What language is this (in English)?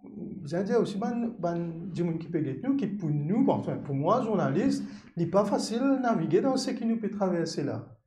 Morisyen